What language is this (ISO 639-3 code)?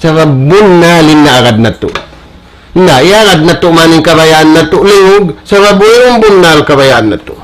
tsg